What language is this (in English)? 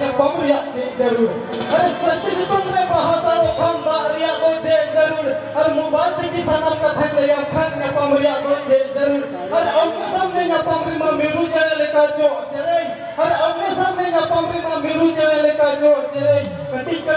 Santali